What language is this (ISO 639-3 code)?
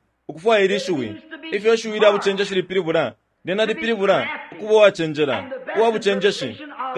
bem